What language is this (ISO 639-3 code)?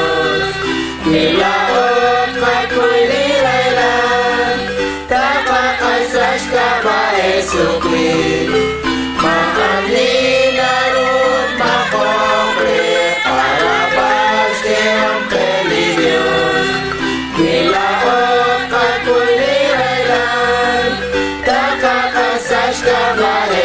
kek